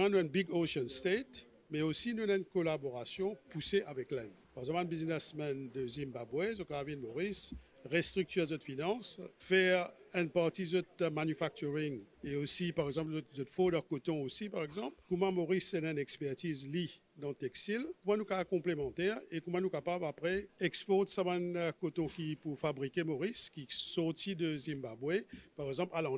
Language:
Morisyen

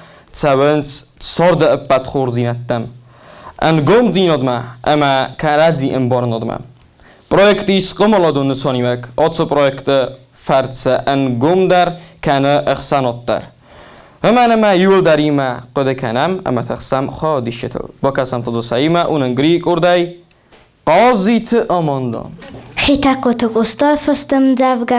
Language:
Ossetic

